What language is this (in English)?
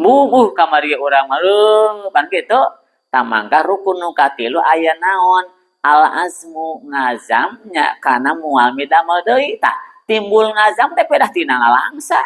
Sundanese